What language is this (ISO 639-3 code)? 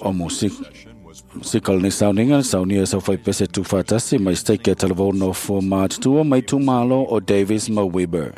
smo